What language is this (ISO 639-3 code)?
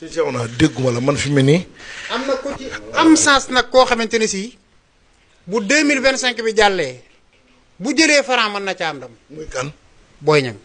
wol